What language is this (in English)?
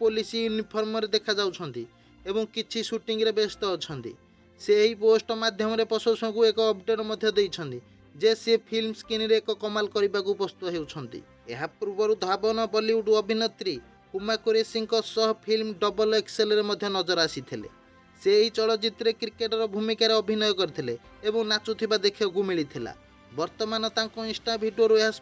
Odia